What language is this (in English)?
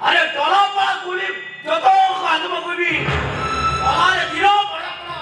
Santali